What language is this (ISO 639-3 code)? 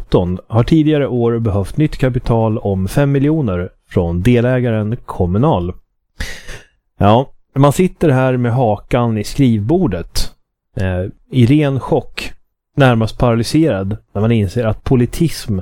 swe